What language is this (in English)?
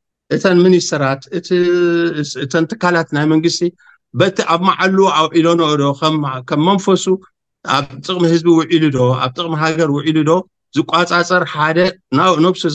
Tigrinya